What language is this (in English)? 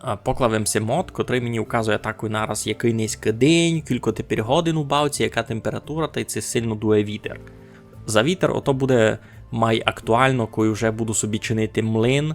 Rusyn